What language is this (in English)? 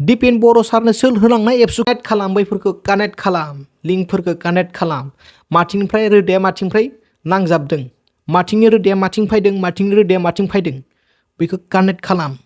Bodo